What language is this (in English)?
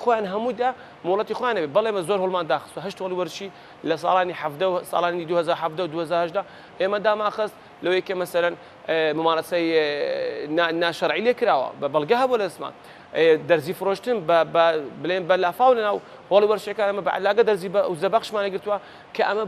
Central Kurdish